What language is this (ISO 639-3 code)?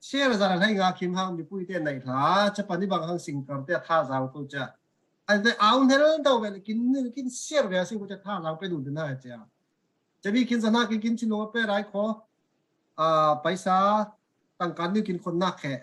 cfm